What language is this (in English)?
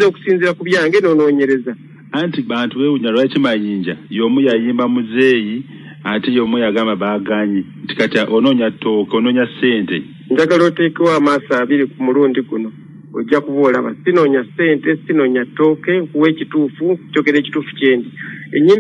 Ganda